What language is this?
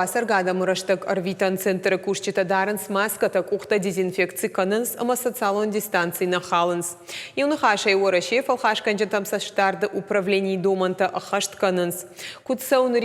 Ossetic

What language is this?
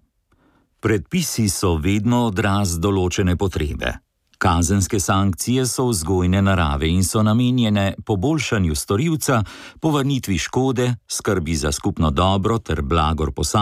Slovenian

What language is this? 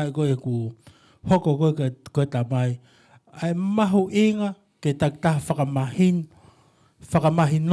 Tongan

